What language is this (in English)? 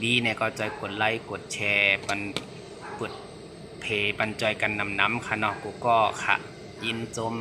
Shan